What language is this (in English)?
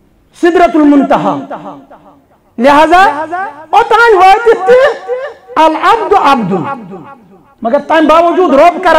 Kashmiri